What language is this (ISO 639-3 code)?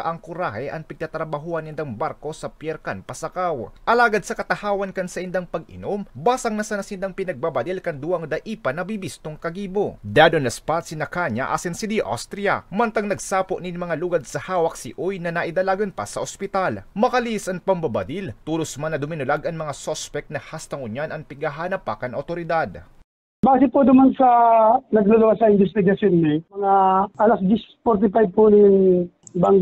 bik